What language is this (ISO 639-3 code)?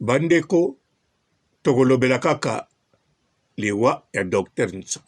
lin